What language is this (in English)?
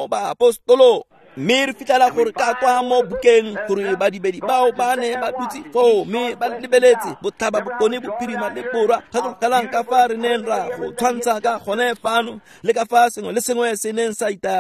Tswana